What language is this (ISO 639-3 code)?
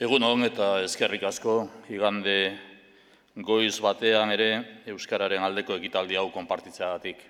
eus